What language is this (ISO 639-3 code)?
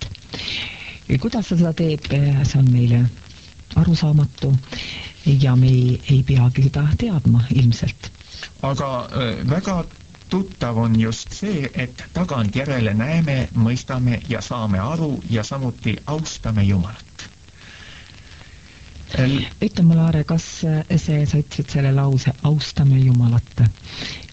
est